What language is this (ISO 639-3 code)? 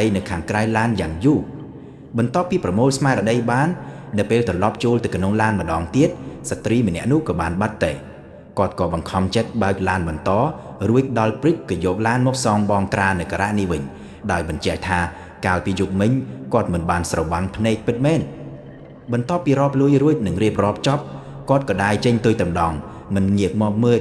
khm